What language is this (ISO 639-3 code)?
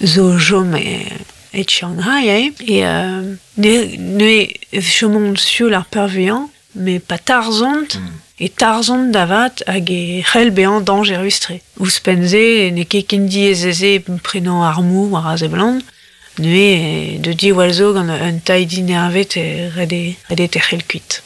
bre